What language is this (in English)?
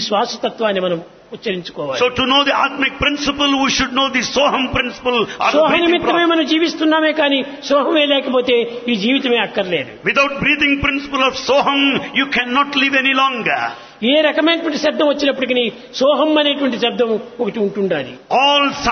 Telugu